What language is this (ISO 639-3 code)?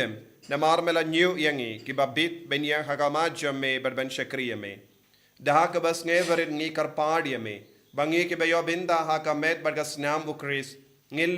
kha